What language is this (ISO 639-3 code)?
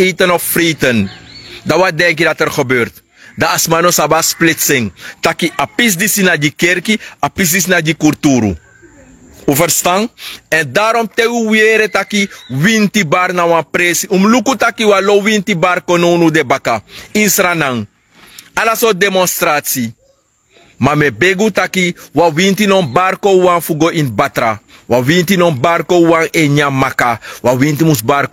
srn